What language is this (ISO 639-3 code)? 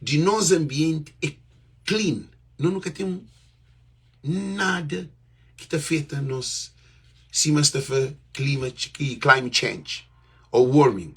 kea